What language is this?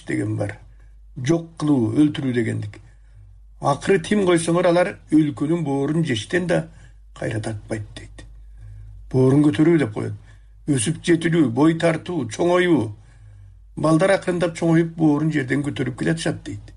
Kyrgyz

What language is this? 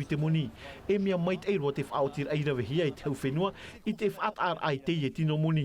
Tahitian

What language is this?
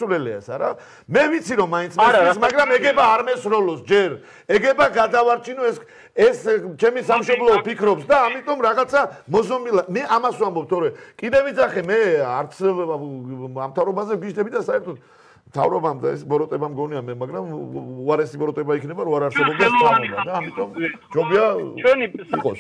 Georgian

